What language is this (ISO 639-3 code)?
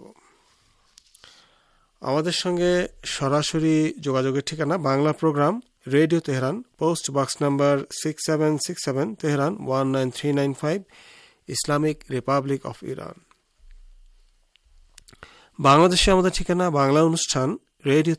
ben